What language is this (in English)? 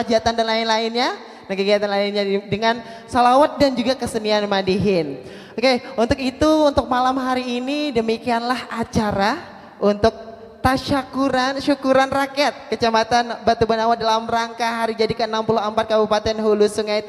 Banjar